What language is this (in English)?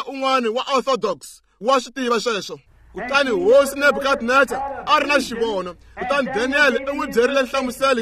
Tsonga